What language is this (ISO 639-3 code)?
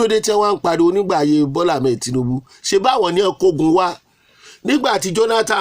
yor